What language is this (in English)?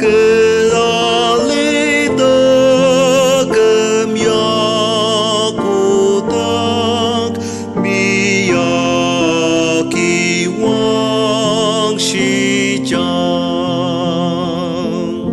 Ao Naga